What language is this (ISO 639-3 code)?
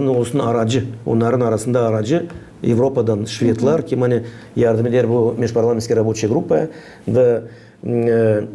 gag